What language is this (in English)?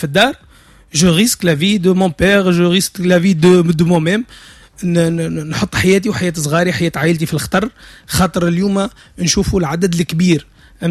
Tunisian Arabic